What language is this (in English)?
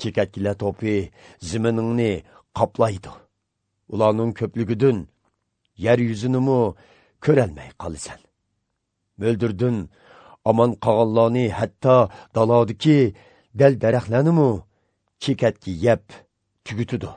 Uyghur